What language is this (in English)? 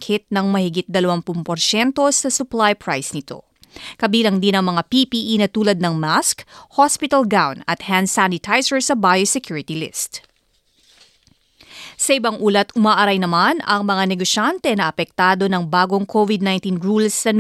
Filipino